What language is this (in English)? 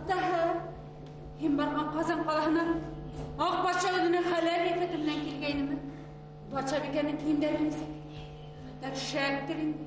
Bashkir